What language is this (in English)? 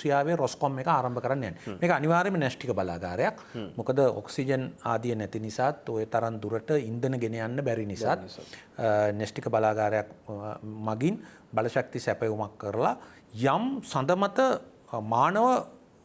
Sinhala